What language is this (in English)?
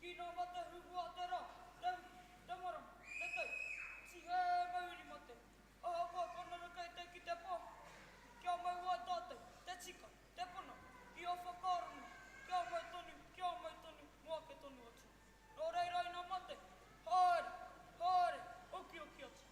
Māori